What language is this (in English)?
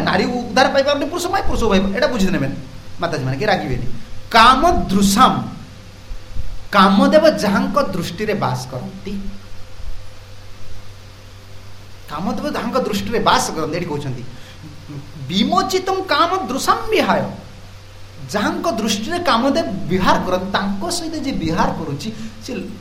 Odia